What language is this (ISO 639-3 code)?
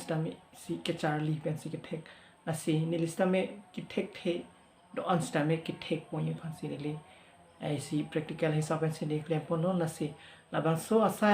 mjw